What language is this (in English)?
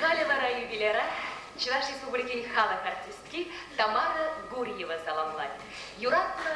Chuvash